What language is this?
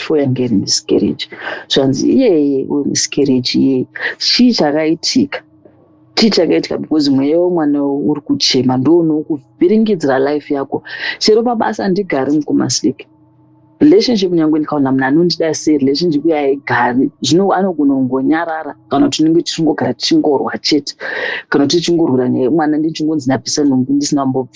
Shona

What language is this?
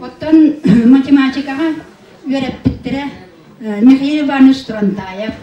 Yakut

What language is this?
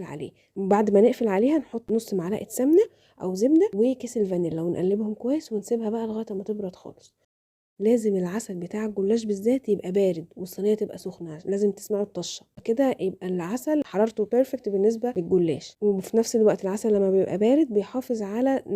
Egyptian Arabic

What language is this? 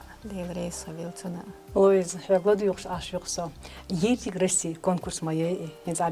Chechen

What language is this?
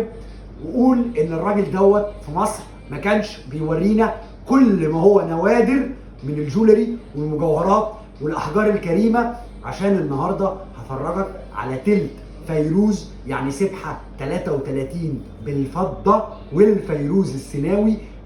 Egyptian Arabic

